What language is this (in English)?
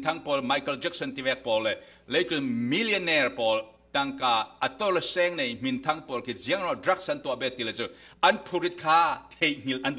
Falam Chin